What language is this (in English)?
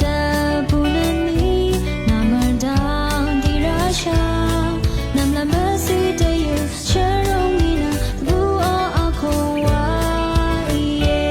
Rawang